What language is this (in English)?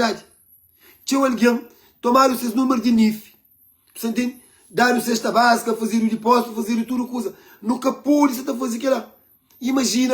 Kabuverdianu